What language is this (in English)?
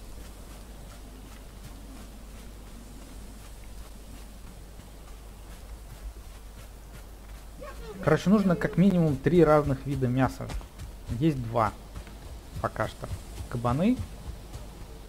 Russian